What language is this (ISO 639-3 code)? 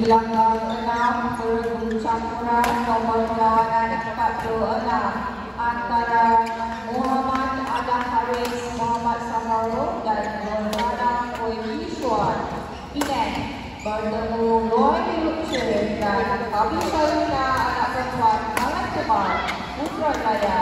msa